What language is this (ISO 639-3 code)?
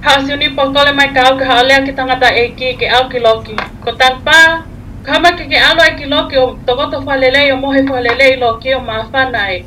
ton